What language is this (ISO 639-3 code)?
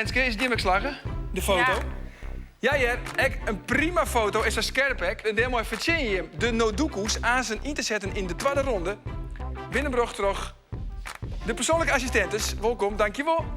fry